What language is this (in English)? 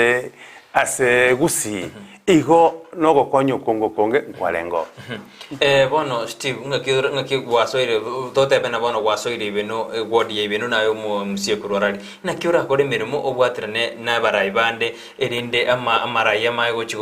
Gusii